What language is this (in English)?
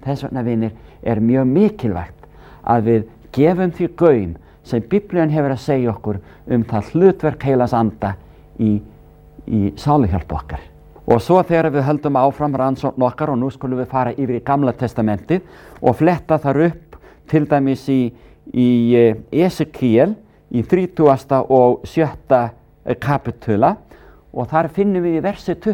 Icelandic